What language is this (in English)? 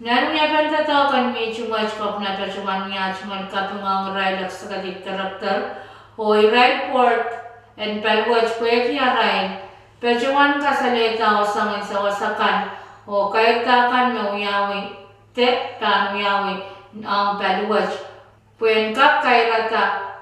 Pohnpeian